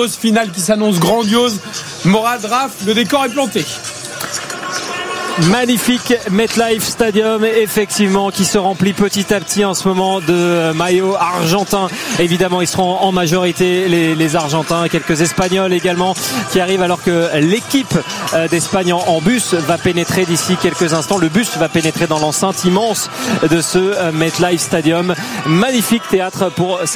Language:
French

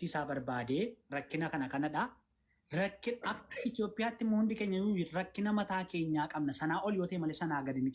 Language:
Oromo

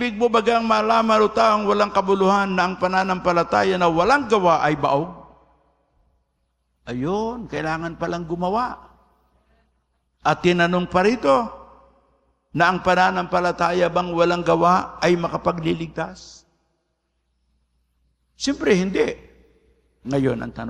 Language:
Filipino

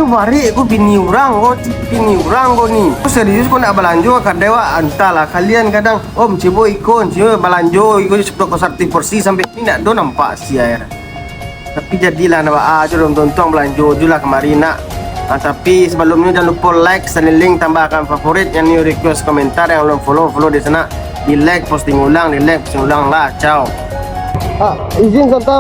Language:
Minangkabau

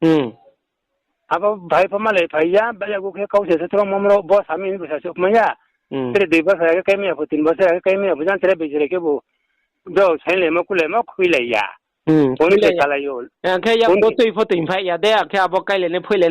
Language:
Riang (India)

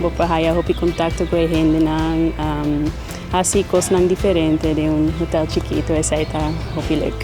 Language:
Papiamento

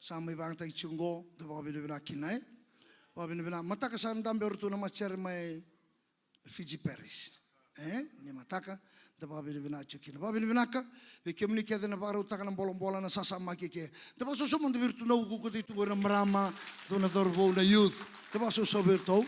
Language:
Fijian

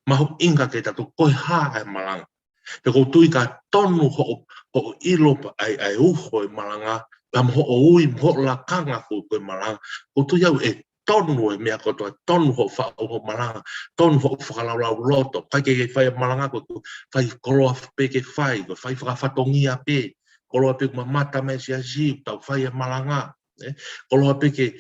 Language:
Tongan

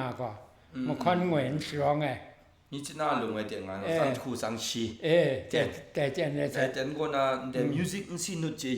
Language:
Kachin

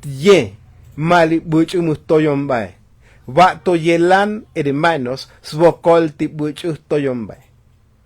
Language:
Tzotzil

